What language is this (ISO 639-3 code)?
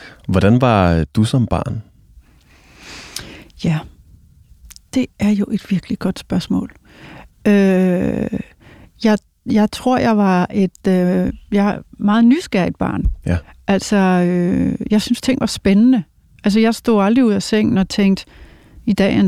dan